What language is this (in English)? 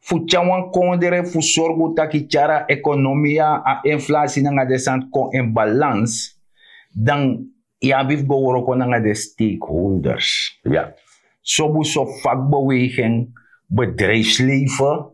Sranan Tongo